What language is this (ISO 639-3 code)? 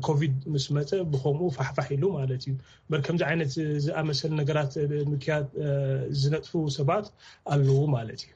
tir